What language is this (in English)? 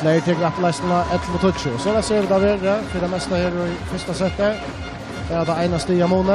Faroese